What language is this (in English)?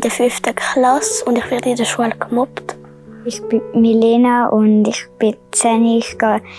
Swiss German